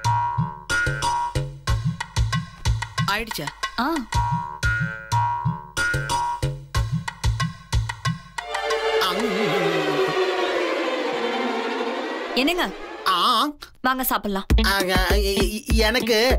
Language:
Tamil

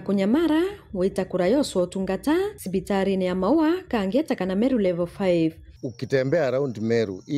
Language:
Meru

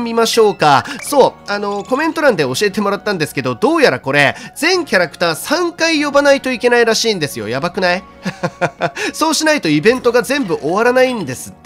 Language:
Japanese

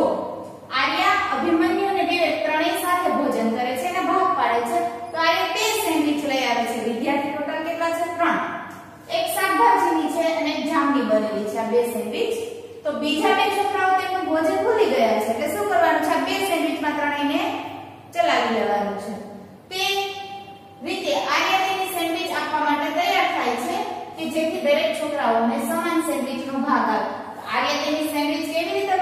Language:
Gujarati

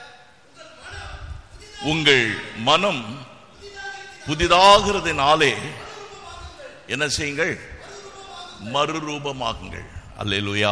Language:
Tamil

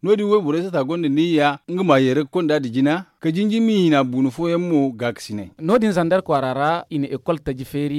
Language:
Zarma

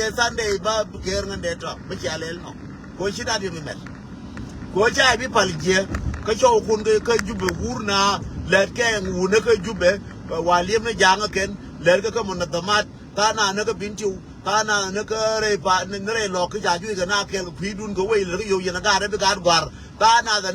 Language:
Nuer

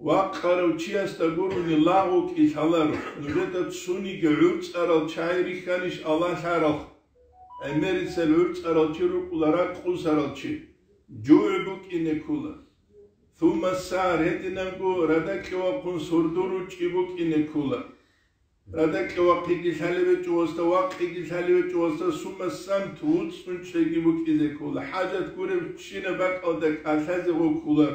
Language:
Avaric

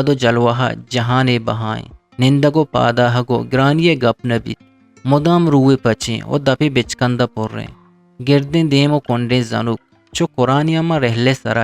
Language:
Eastern Balochi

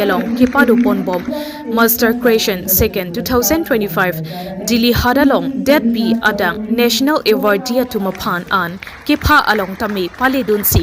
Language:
Karbi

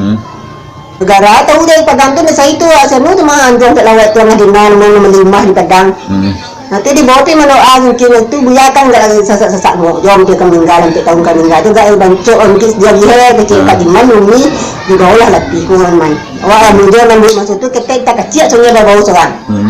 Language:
Minangkabau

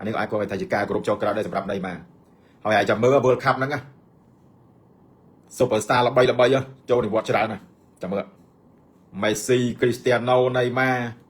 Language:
Khmer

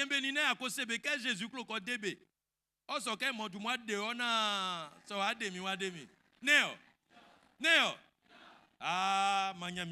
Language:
Baoulé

